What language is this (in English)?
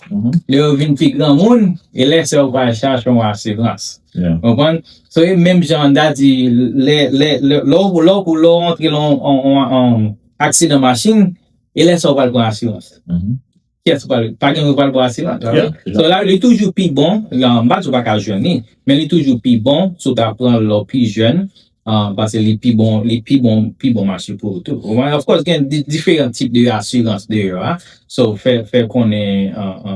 Haitian Creole